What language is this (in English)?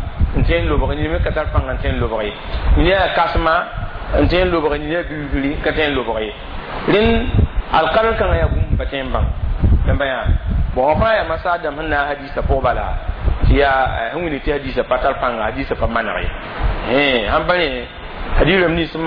Mossi